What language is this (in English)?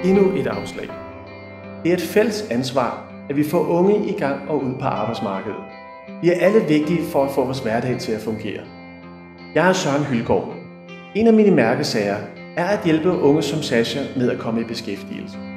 Danish